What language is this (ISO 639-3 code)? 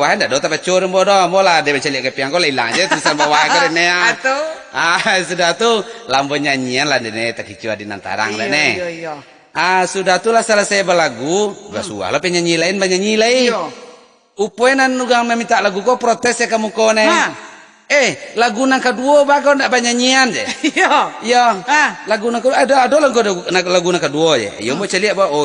min